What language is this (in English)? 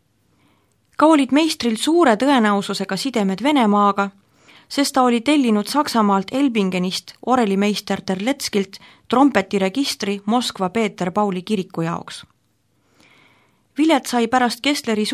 Estonian